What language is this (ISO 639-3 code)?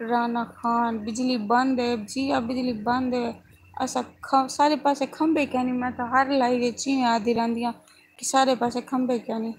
skr